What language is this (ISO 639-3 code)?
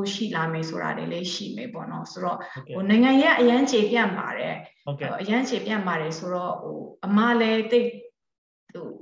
mya